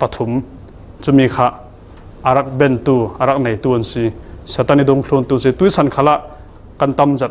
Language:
Falam Chin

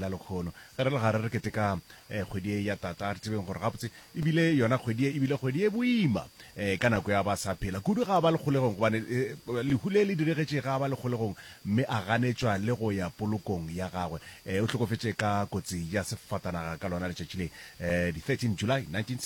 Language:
Northern Sotho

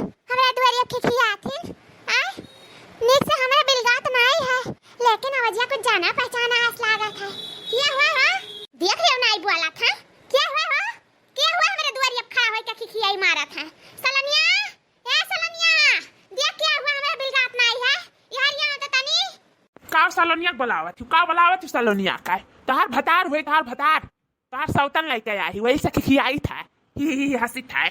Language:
Awadhi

